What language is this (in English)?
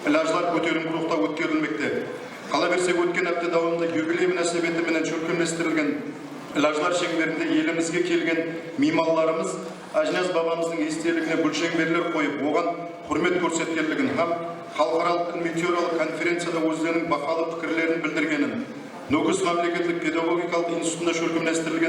Kara-Kalpak